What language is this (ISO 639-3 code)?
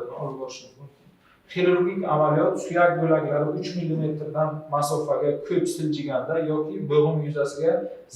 uzb